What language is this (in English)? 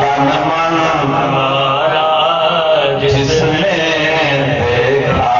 Saraiki